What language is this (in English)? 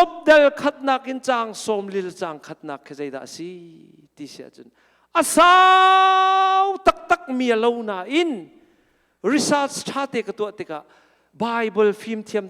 Hakha Chin